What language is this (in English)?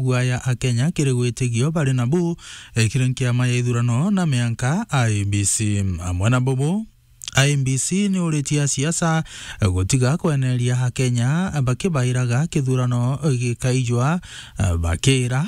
Meru